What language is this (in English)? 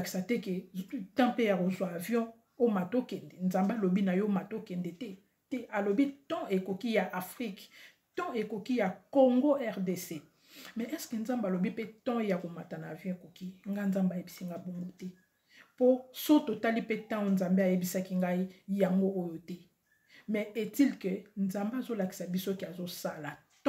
Lingala